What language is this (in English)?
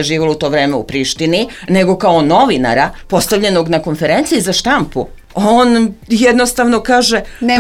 Serbian